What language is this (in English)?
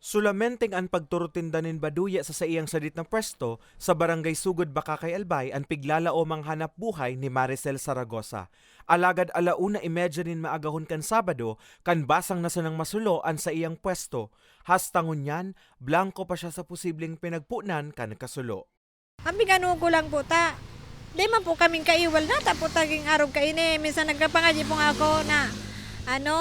Bikol